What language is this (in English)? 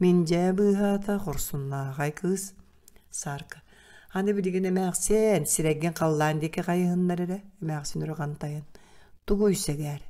Yakut